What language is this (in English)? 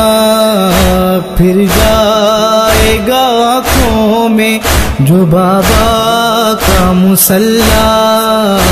Urdu